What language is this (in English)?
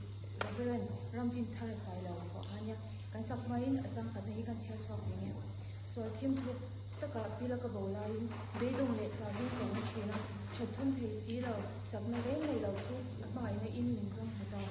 Mizo